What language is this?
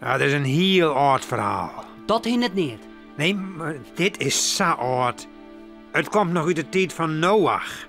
Western Frisian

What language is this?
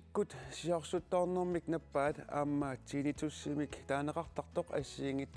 Kalaallisut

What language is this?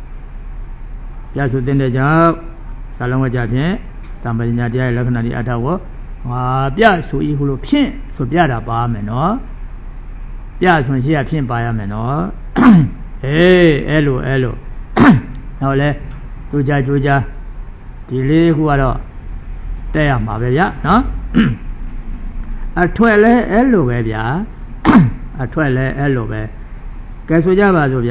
Burmese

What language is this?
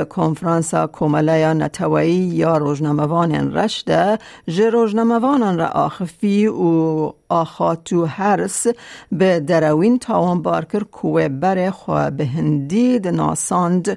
Kurdish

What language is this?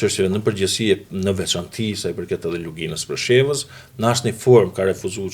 Albanian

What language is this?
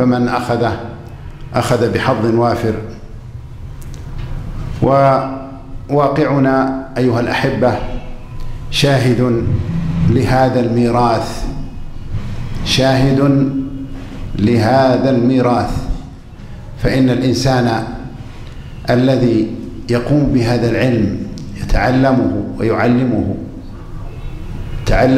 Arabic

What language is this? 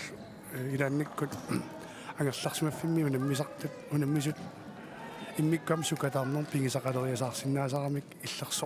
Kalaallisut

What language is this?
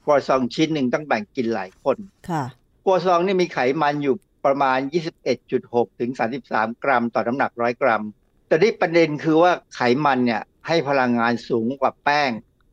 Thai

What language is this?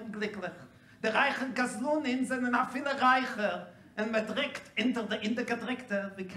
Yiddish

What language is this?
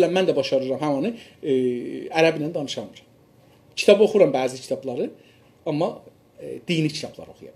South Azerbaijani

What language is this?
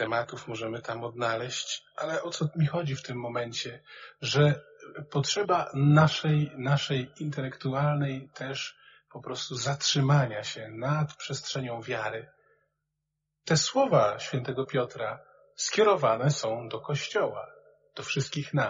Polish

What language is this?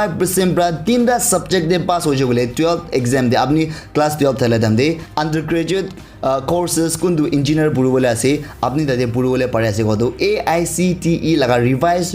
Naga Pidgin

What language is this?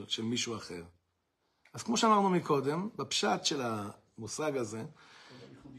Hebrew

